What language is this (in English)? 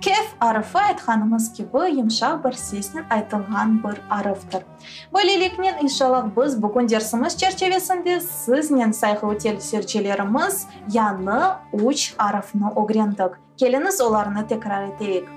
Crimean Tatar